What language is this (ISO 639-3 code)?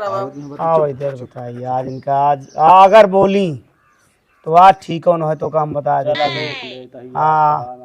awa